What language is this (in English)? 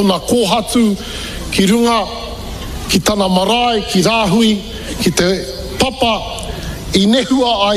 Māori